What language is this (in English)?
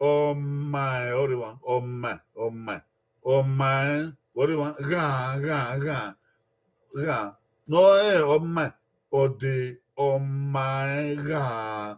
Bini